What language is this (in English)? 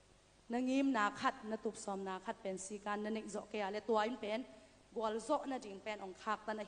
Tedim Chin